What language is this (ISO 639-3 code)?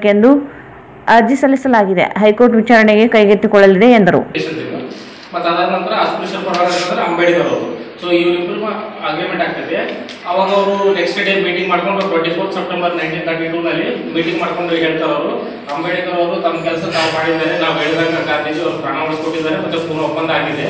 kan